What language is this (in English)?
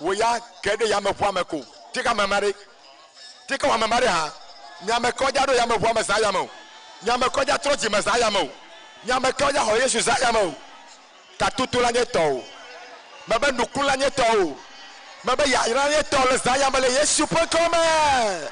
Ewe